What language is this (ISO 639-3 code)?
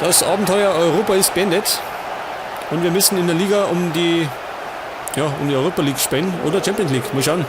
bar